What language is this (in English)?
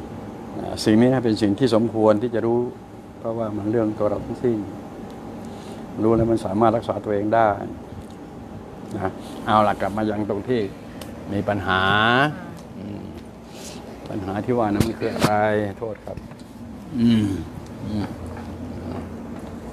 Thai